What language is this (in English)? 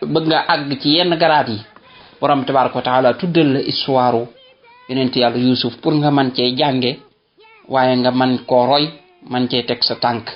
Wolof